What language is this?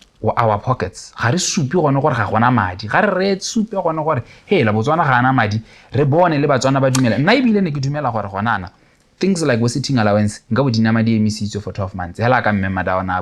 Tswana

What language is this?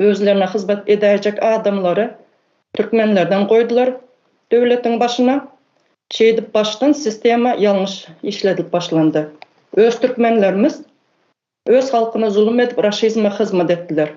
Turkmen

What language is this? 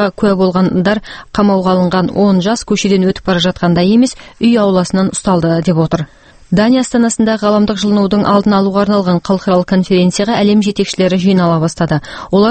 Kazakh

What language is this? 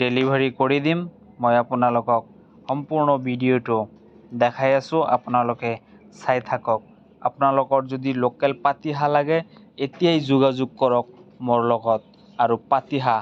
Assamese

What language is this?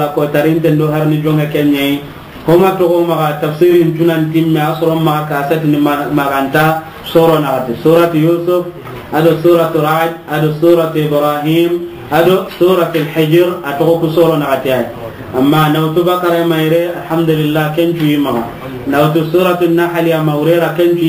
Soninke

